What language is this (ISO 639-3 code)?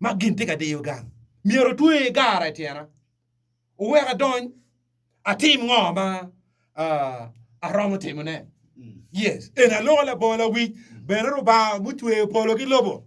ach